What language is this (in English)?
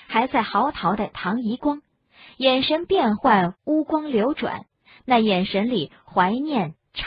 Chinese